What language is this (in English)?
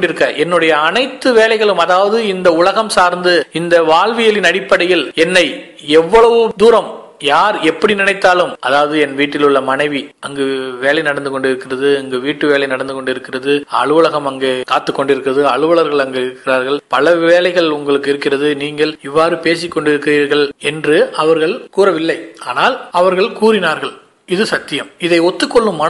Tamil